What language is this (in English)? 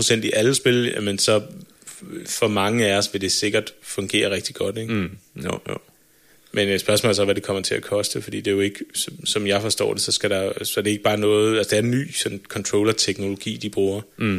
Danish